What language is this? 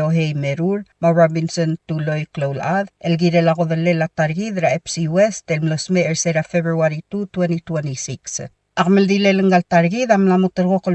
Palauan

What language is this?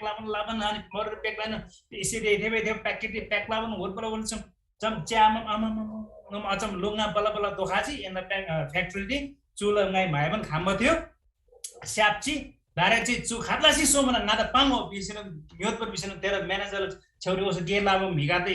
Eastern Tamang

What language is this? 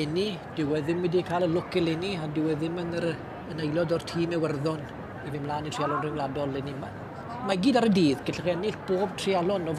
Welsh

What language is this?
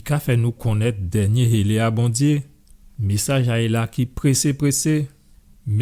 Guadeloupean Creole French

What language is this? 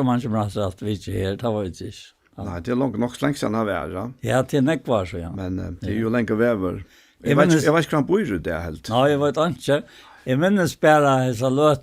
Faroese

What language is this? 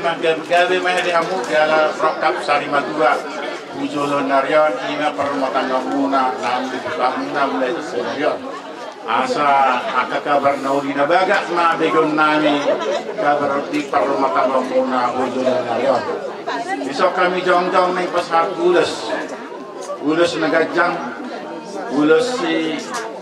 Batak Toba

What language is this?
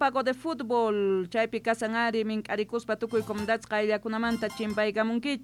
South Bolivian Quechua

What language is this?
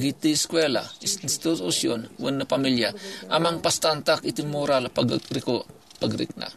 Iloko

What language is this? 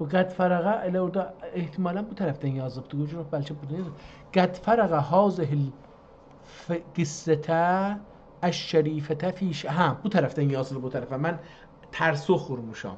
South Azerbaijani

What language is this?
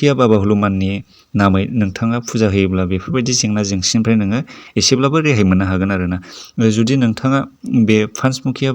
Bodo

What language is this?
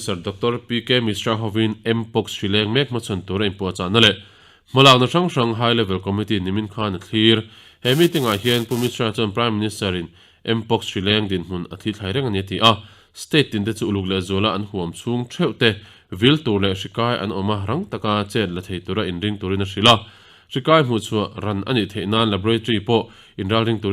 Mizo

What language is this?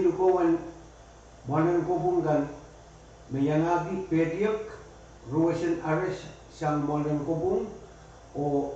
Pohnpeian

